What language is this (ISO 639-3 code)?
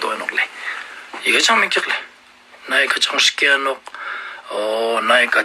lbj